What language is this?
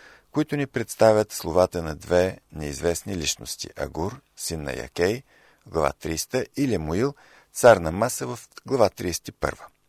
Bulgarian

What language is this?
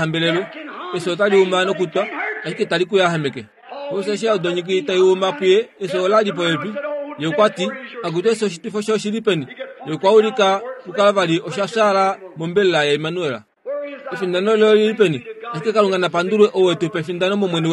Kuanyama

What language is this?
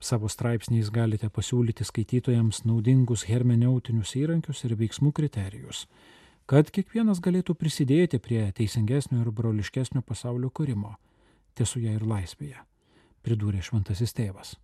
Lithuanian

